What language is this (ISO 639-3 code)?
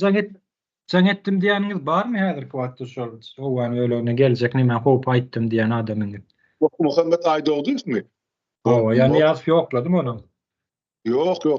tuk